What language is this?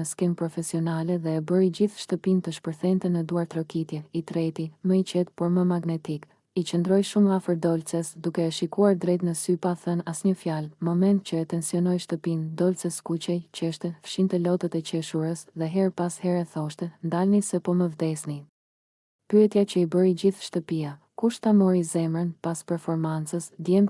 Albanian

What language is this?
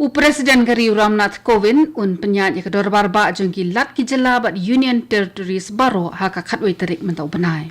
Khasi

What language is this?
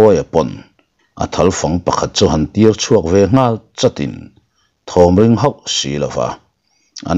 Mizo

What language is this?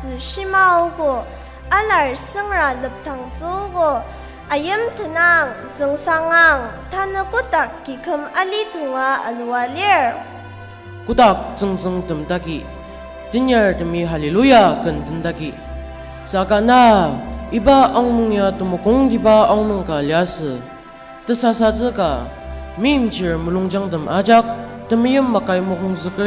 Ao Naga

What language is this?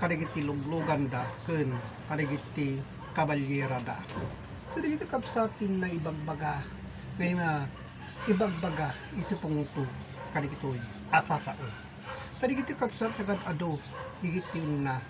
Iloko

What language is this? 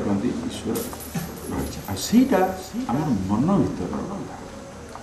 Odia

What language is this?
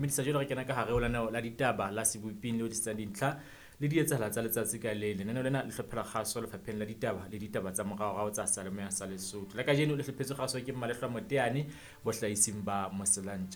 Southern Sotho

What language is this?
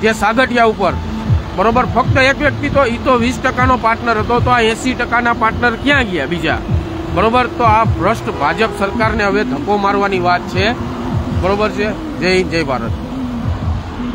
Gujarati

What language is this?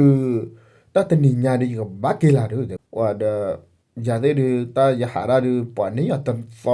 S'gaw Karen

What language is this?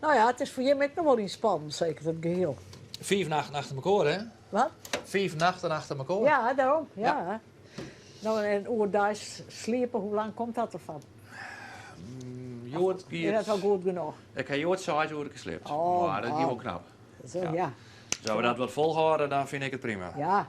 Western Frisian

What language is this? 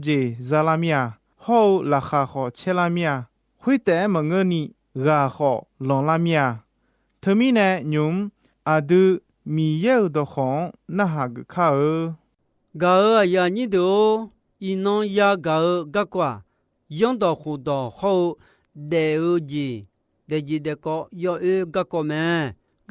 Akha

